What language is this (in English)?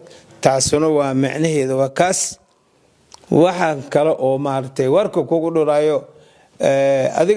Somali